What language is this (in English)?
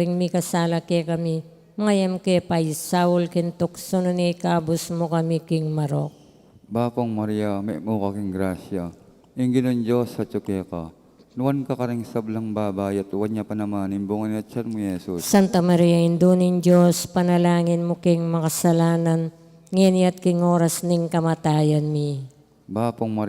Pampanga